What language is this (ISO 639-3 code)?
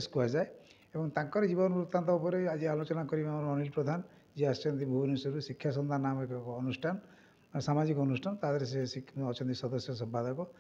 ori